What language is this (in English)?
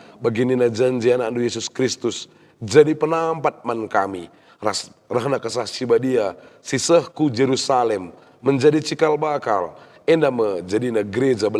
Batak Karo